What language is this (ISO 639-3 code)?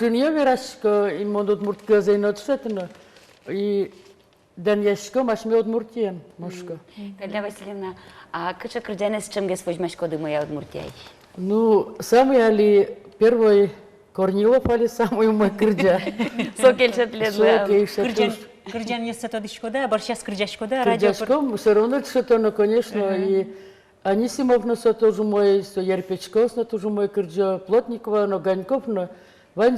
udm